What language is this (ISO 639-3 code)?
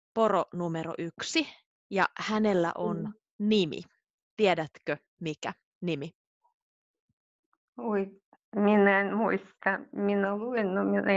fin